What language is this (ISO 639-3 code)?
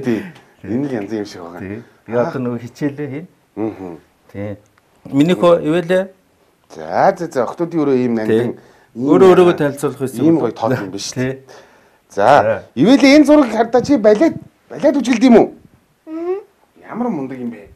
mon